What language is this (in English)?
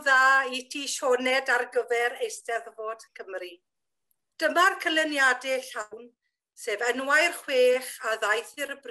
Welsh